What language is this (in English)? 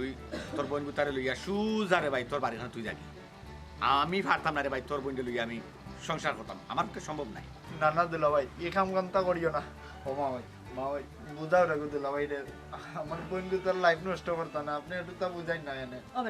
Sylheti